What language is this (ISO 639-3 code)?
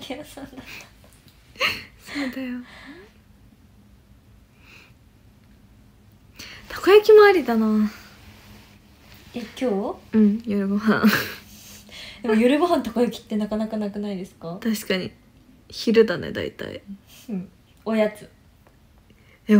jpn